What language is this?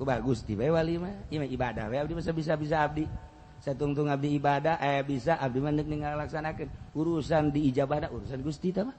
Sundanese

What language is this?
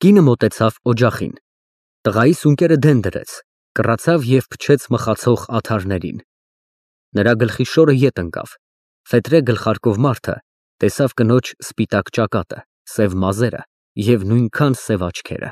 Armenian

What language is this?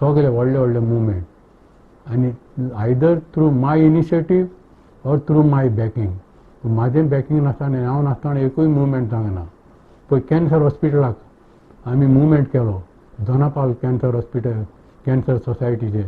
Konkani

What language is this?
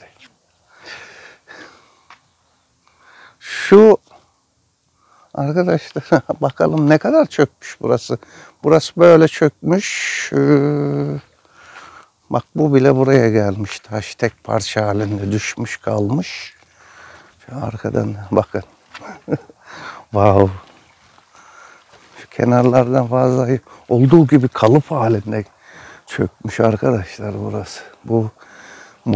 Turkish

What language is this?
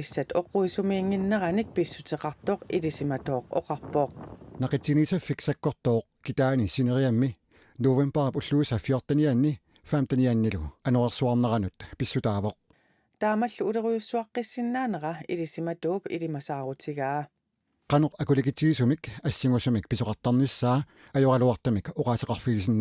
Kalaallisut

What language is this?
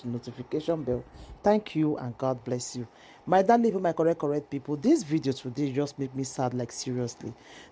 Nigerian Pidgin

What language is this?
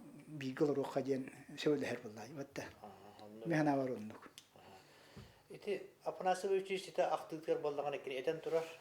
Yakut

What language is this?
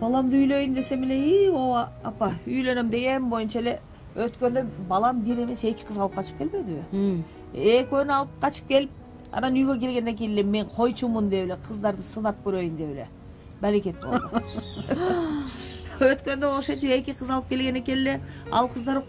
Kyrgyz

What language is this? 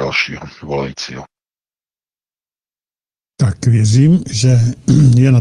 Czech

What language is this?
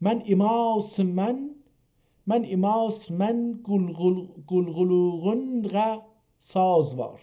South Azerbaijani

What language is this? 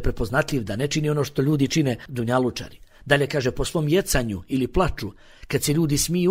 Bosnian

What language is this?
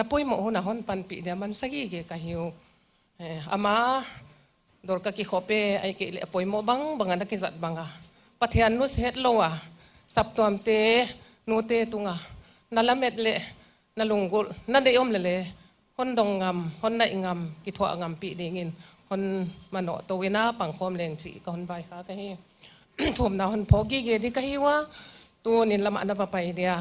Paite Chin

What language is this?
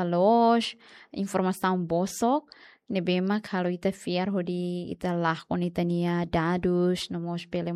Tetum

